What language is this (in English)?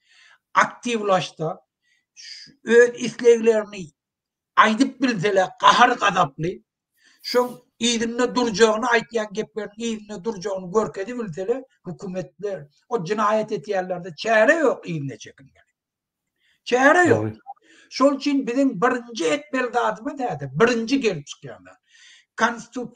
Turkmen